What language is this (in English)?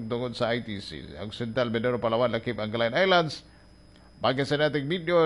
Cebuano